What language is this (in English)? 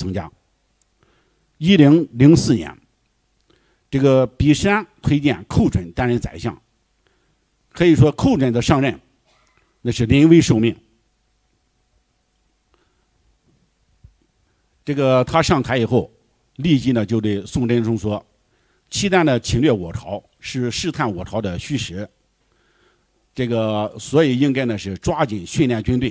Chinese